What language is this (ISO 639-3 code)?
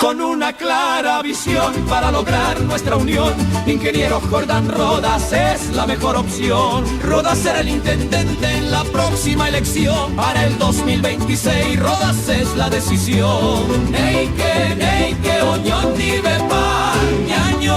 grn